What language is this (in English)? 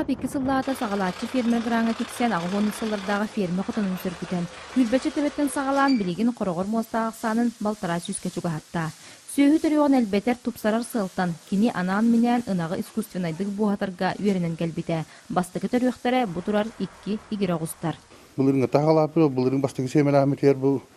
Yakut